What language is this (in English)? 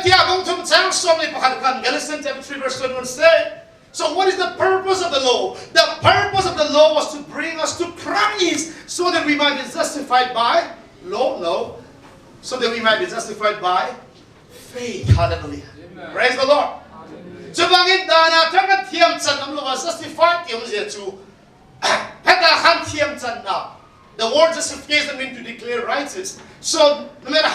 Hakha Chin